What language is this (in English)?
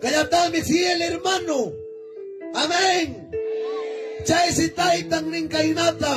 Ayacucho Quechua